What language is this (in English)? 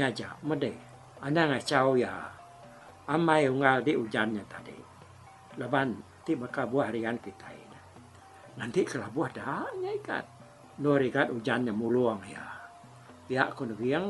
Iban